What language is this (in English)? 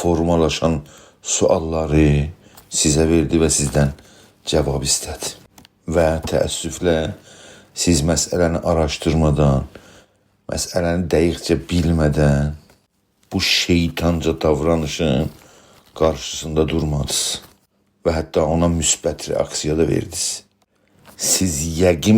South Azerbaijani